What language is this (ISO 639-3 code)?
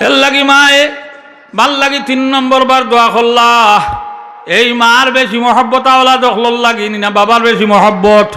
syl